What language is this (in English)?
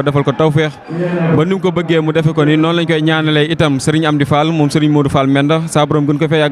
Wolof